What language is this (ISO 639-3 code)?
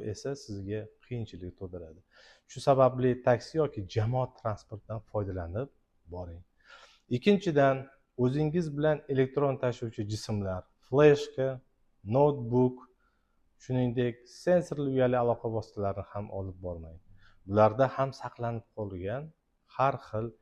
uzb